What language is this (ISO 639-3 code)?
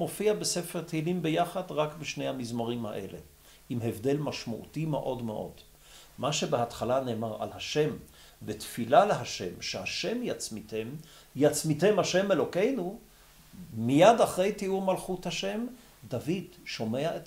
heb